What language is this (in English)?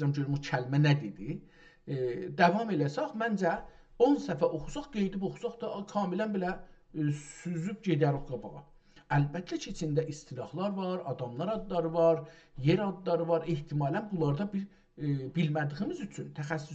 South Azerbaijani